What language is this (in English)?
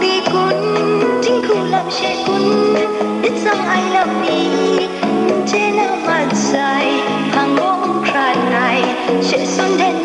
Kachin